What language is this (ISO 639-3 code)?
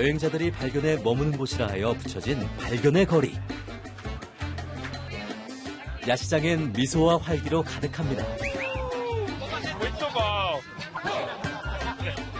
kor